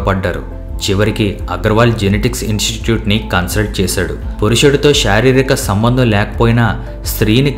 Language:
Telugu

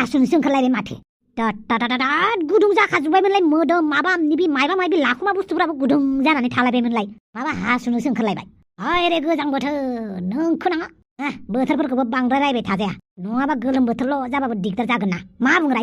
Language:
Bodo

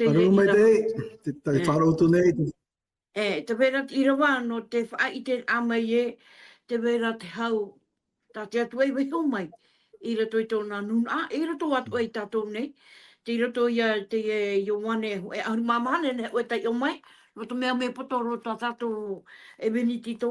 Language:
Tahitian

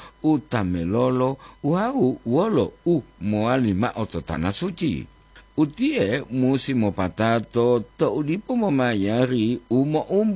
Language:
Gorontalo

